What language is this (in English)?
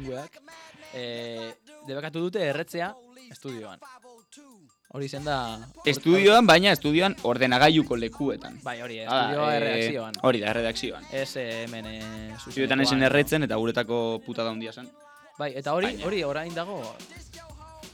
Basque